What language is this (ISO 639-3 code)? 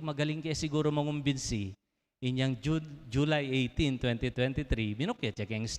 pam